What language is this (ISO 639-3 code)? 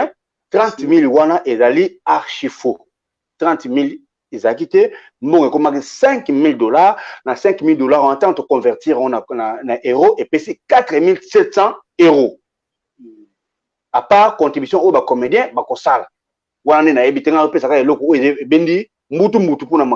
lin